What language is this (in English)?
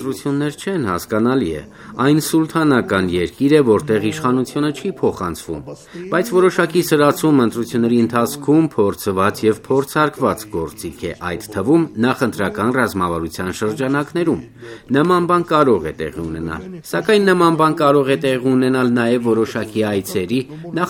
Armenian